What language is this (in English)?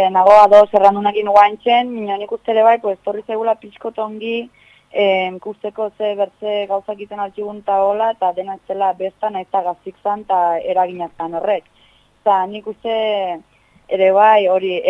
Basque